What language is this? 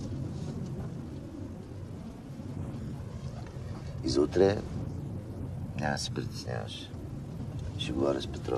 Bulgarian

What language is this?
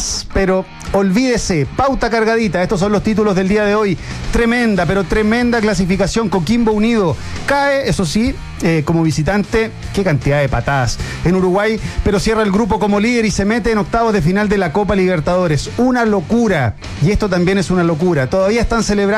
Spanish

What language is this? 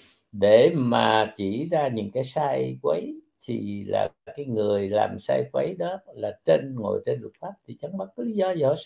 Vietnamese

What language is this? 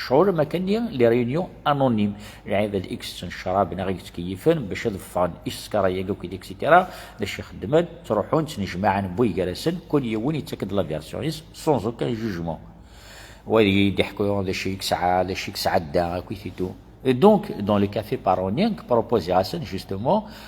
Kabyle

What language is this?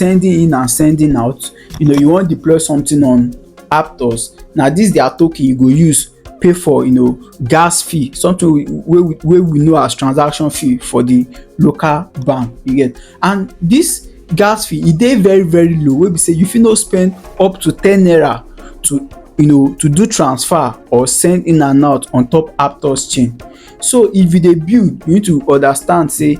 Nigerian Pidgin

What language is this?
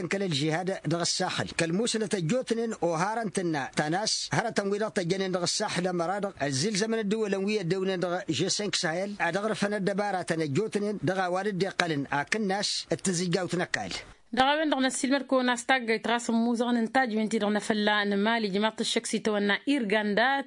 Tamasheq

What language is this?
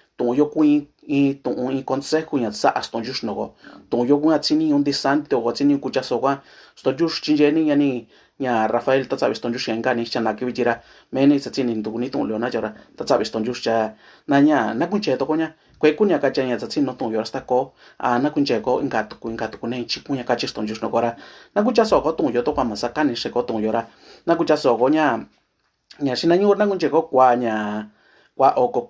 Mixtepec Mixtec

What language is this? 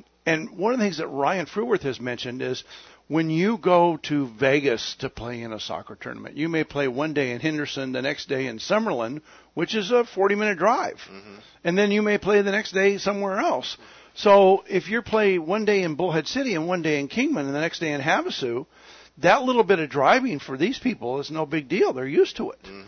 English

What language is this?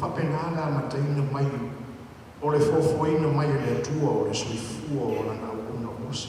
Samoan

